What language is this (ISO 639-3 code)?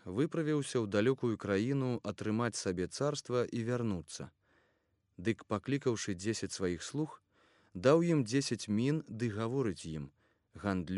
bel